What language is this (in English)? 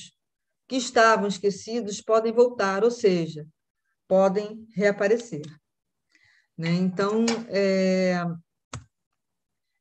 Portuguese